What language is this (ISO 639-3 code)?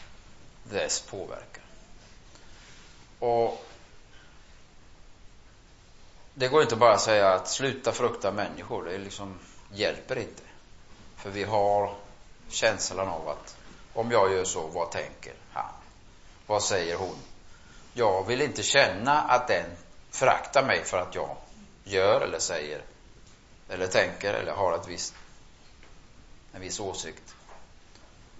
swe